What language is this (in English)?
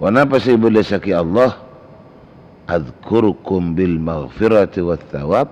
Madurese